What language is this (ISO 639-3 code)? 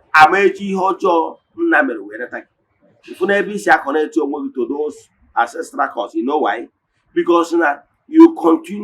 ibo